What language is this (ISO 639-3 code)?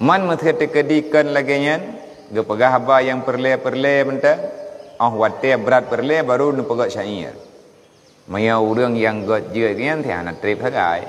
ace